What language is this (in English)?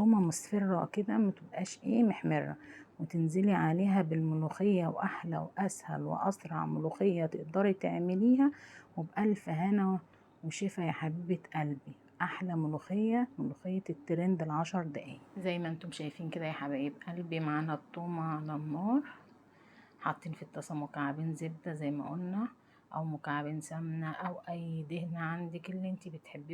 Egyptian Arabic